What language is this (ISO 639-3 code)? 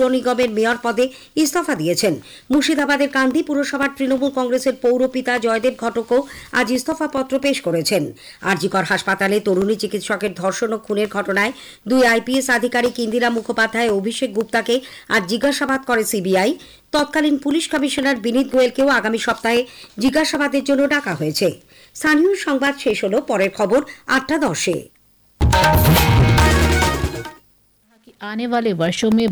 ben